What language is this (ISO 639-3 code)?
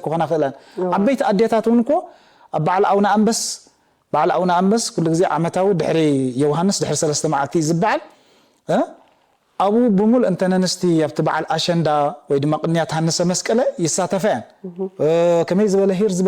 tir